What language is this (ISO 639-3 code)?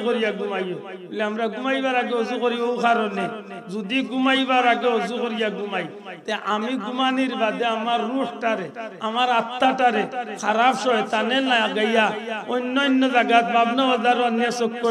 syl